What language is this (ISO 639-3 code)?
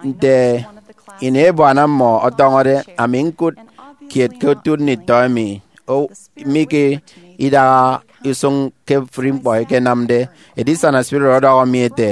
efi